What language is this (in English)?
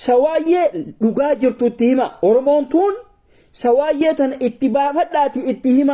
Oromo